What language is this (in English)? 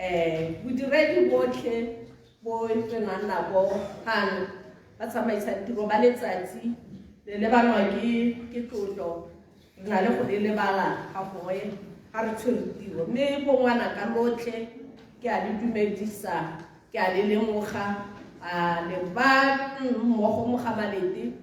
Tswana